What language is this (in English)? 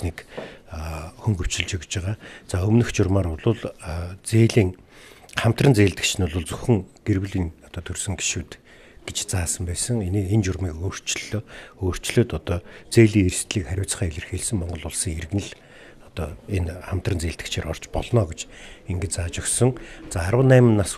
Mongolian